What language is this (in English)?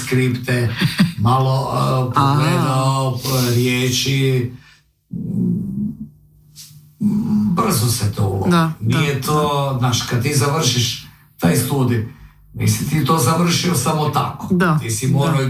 Croatian